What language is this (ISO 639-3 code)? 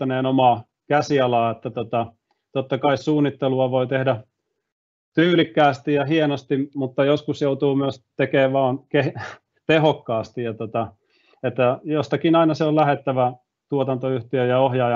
fin